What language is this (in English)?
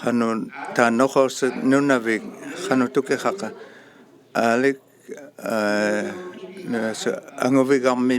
Inuktitut